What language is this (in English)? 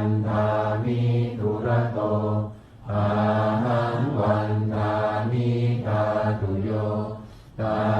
Pali